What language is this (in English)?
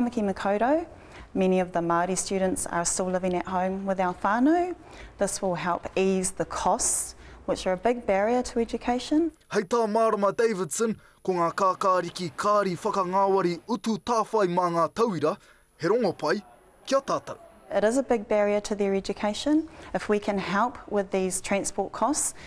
Māori